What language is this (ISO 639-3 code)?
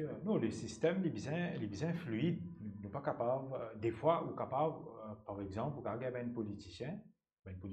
mfe